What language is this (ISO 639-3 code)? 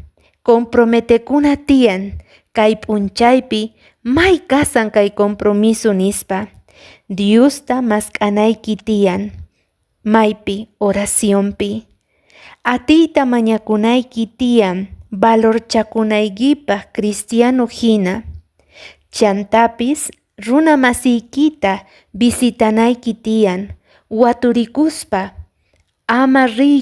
que